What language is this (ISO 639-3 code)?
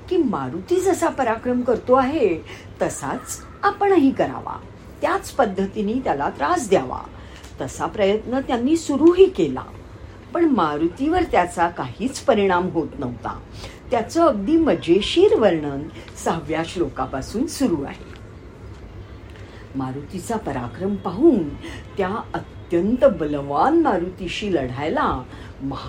mar